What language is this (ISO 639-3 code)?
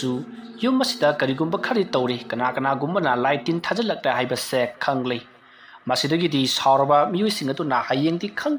mni